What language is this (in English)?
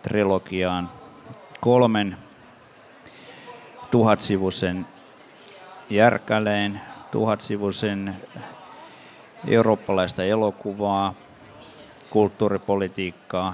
Finnish